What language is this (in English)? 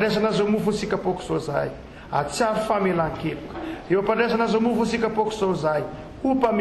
Malagasy